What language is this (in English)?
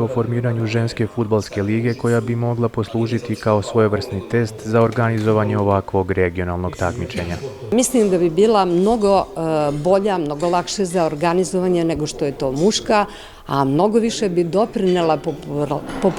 Serbian